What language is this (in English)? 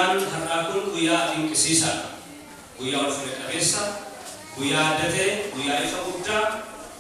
Oromo